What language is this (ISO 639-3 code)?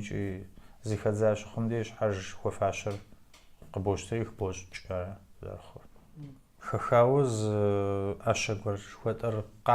kbd